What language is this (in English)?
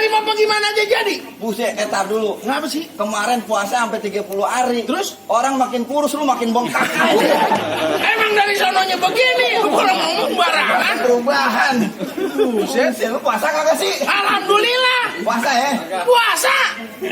Betawi